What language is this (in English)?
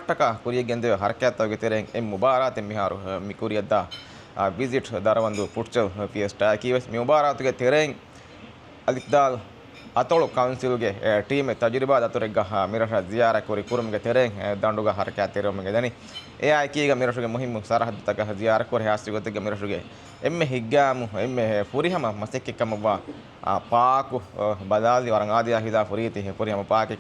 Divehi